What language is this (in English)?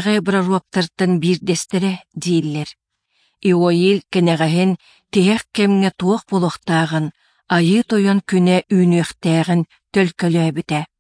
Yakut